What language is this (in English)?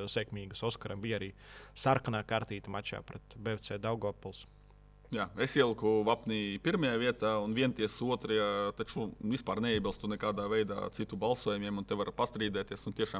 Latvian